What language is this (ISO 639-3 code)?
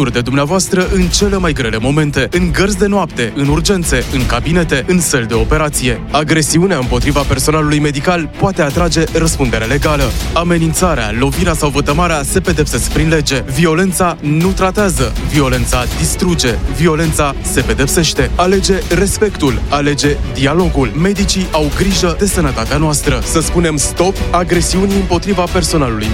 ron